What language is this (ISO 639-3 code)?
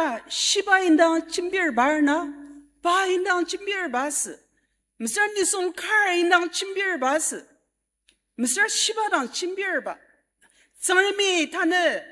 njo